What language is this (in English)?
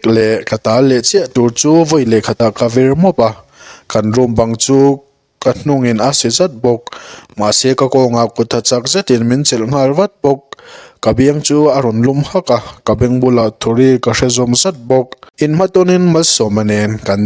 Mizo